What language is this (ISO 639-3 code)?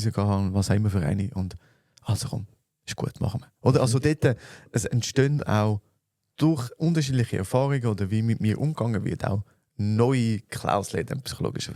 gsw